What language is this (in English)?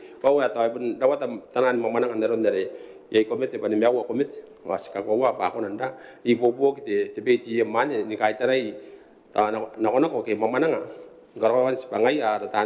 Gilbertese